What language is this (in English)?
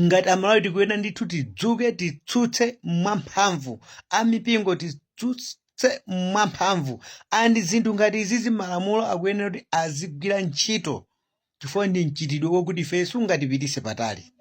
Nyanja